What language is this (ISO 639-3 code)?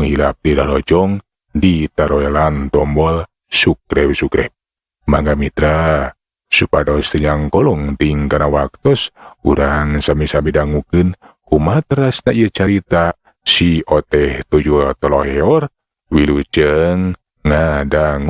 sun